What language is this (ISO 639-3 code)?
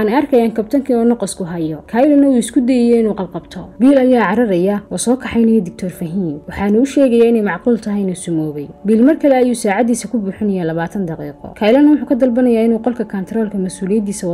som